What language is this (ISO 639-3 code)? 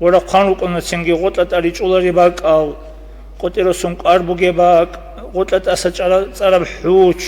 ava